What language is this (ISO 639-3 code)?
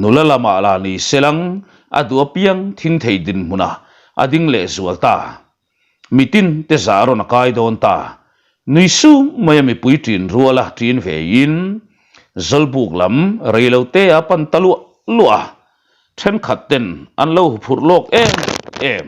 lus